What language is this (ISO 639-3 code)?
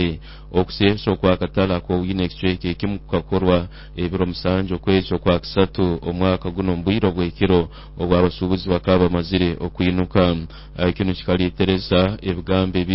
nyo